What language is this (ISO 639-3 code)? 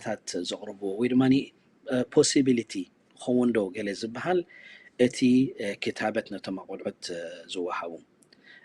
tir